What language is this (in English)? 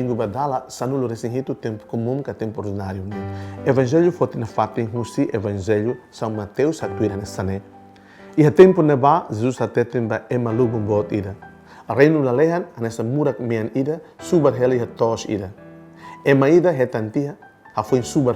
Tetum